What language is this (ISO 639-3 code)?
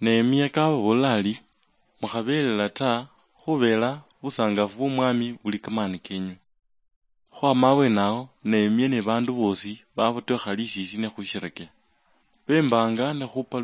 luy